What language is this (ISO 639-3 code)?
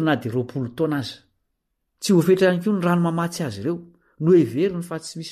mlg